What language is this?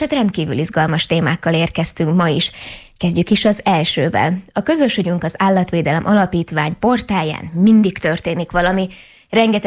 Hungarian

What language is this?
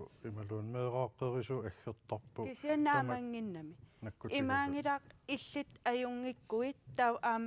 Kalaallisut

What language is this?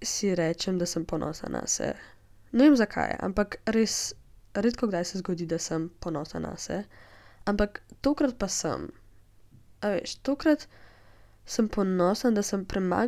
Slovenian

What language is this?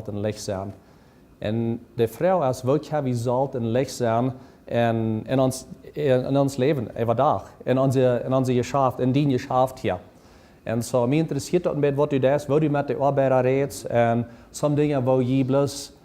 Plautdietsch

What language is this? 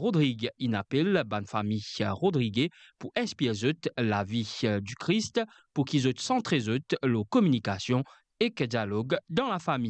Morisyen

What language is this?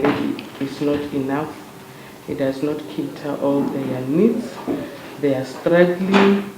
Venda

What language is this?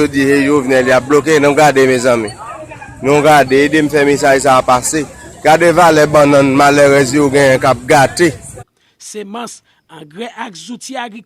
Haitian Creole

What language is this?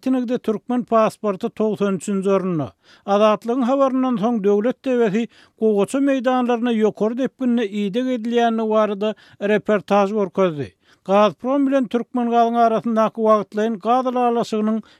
Turkmen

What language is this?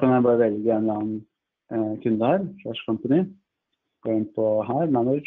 Norwegian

